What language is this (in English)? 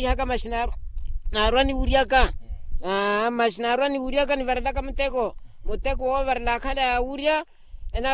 Makhuwa